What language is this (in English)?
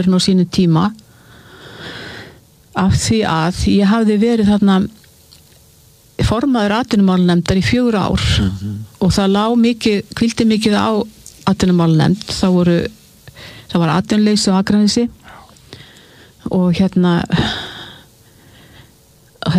Icelandic